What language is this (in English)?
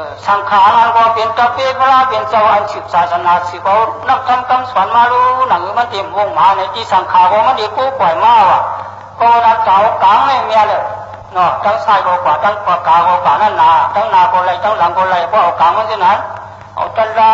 Shan